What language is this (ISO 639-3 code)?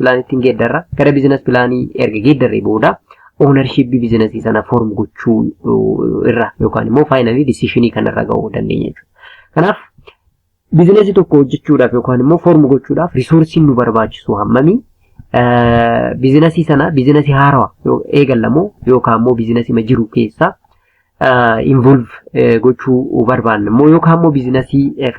orm